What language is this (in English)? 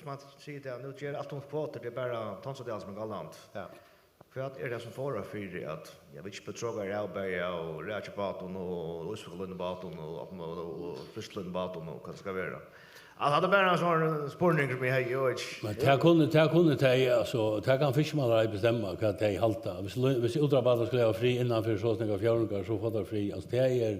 Faroese